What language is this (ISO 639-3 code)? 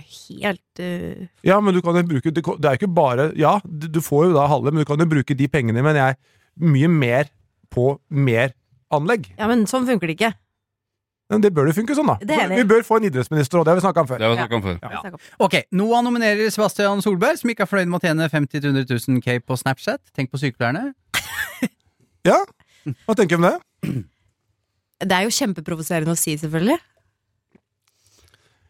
nor